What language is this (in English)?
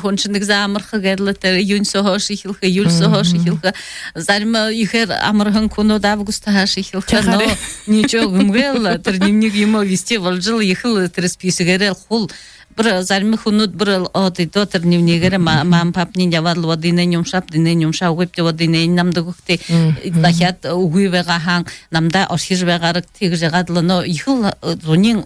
Buriat